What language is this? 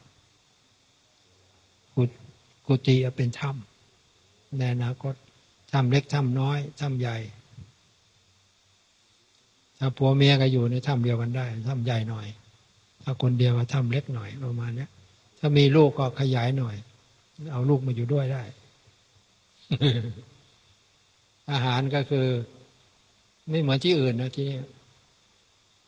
Thai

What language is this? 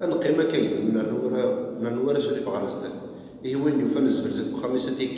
Kabyle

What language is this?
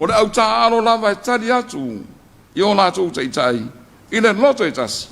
Samoan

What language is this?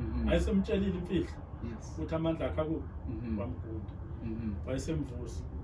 Zulu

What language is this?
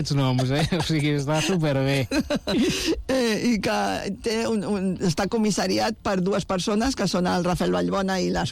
Catalan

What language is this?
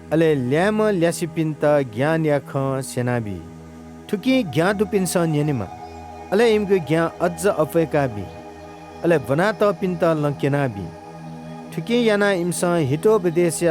Newari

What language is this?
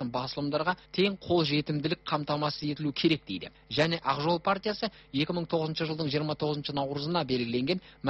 Kazakh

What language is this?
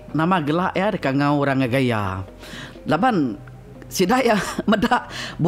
Iban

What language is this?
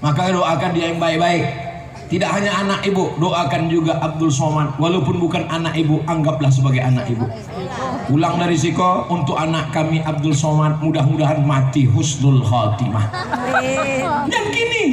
Minangkabau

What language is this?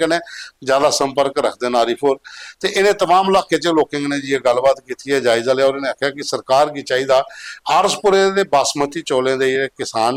Dogri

